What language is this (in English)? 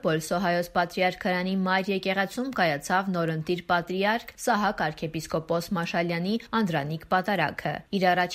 Armenian